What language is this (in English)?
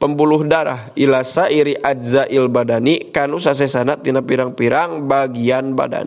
Sundanese